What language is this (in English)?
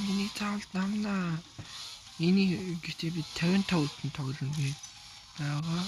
Mongolian